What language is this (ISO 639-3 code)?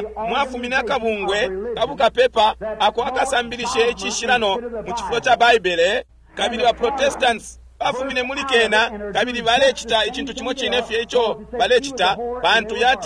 bem